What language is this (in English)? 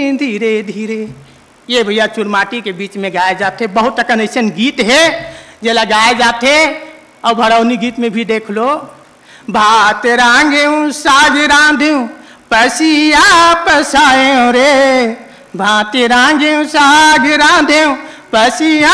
Chhattisgarhi